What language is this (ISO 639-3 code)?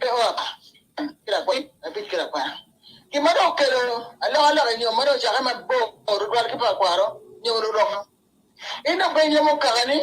ach